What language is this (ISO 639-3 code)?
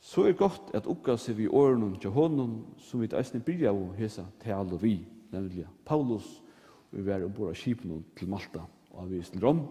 fao